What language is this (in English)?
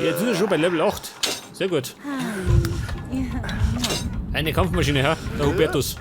Bavarian